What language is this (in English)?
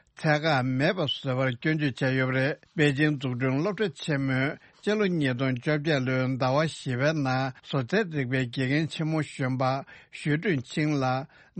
Tibetan